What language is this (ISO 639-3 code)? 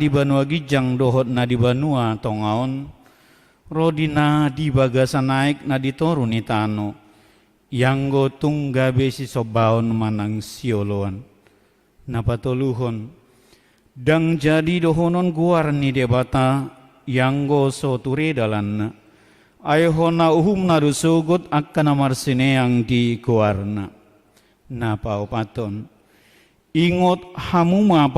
bbc